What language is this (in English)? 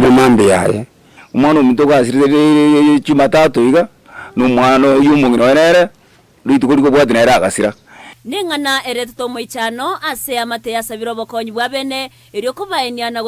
Gusii